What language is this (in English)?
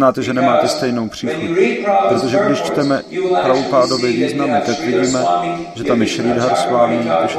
Czech